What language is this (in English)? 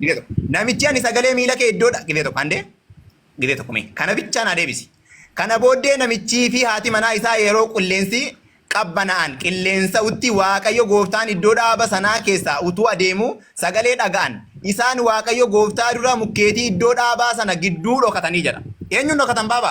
Oromo